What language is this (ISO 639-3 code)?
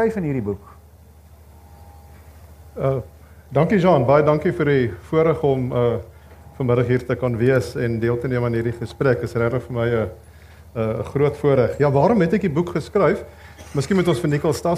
afr